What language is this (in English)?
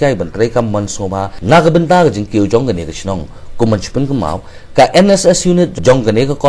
Khasi